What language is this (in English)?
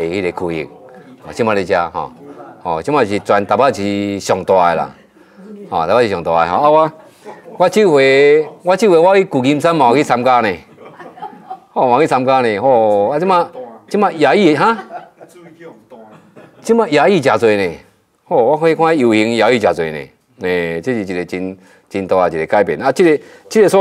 Min Nan Chinese